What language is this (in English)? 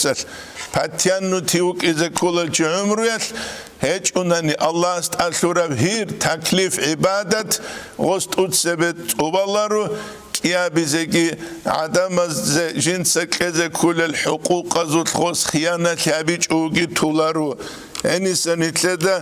Avaric